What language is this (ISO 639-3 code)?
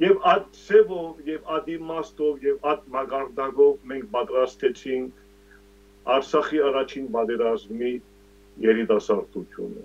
hyw